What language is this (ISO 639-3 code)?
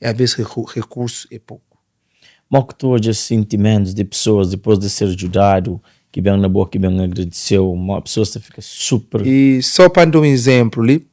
kea